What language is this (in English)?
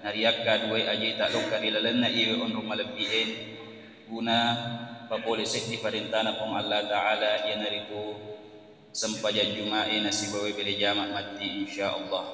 Buginese